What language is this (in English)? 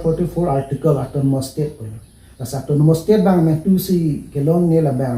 Karbi